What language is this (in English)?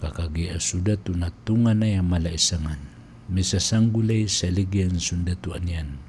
Maranao